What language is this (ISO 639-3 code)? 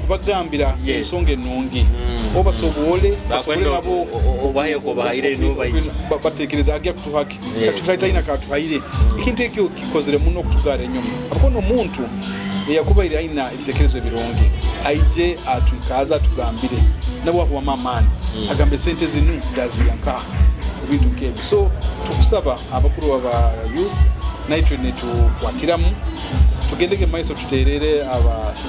nyo